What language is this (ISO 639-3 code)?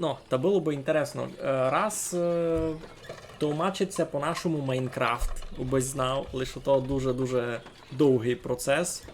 rue